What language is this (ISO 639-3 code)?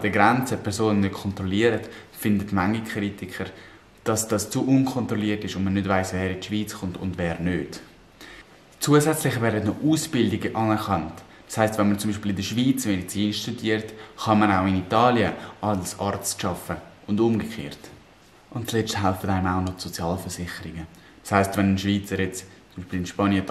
gsw